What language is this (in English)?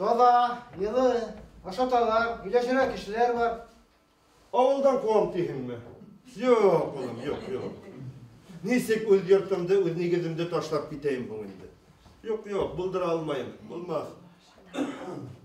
Bashkir